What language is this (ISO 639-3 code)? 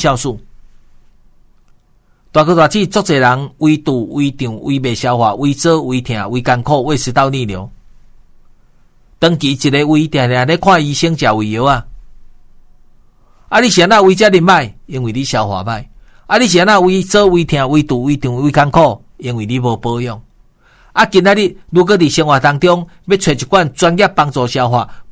nan